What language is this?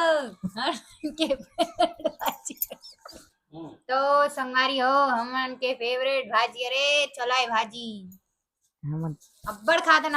Chhattisgarhi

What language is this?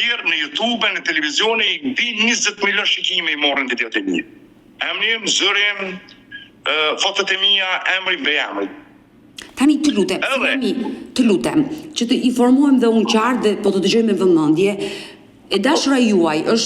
Albanian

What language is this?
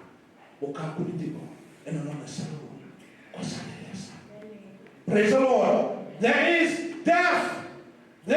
Fijian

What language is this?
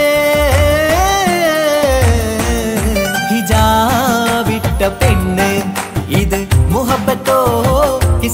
Malayalam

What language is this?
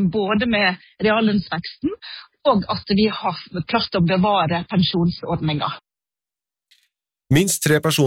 Norwegian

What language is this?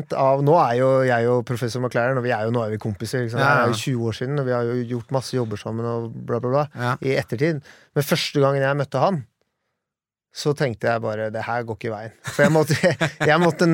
Norwegian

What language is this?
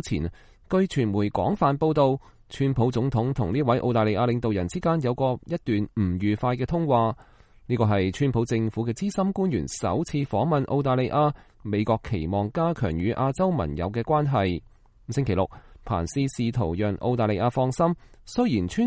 Cantonese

